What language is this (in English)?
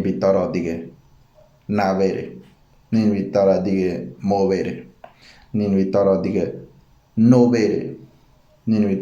Ngäbere